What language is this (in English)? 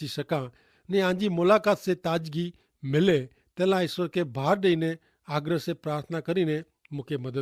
Kachhi